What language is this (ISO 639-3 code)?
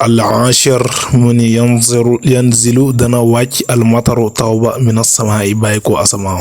wol